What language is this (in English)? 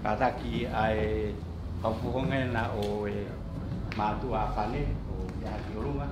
Tongan